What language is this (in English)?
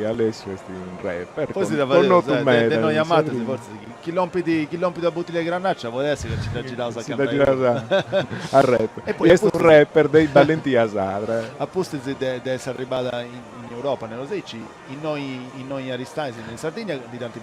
Sardinian